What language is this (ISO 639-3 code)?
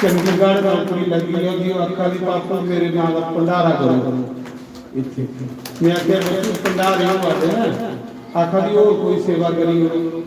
doi